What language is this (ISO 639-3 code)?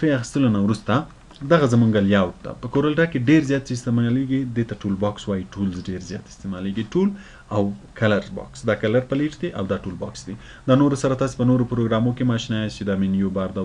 pus